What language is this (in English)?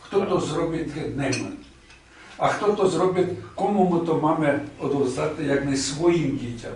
Rusyn